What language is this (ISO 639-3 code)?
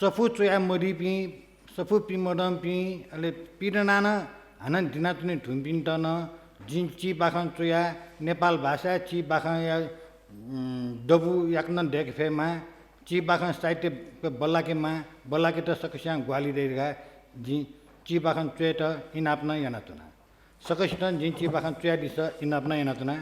new